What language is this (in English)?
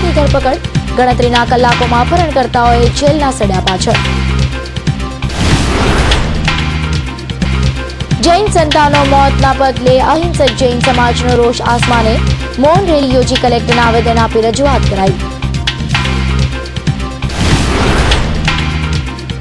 Gujarati